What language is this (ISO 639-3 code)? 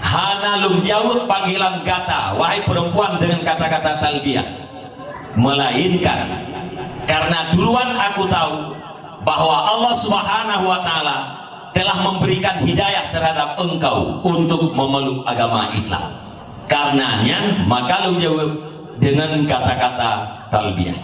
ace